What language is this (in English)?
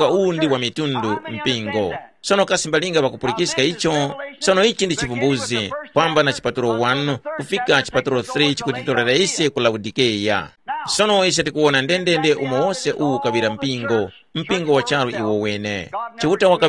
Tumbuka